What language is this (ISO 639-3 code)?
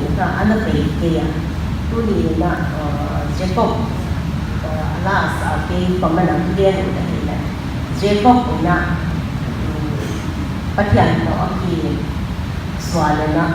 pck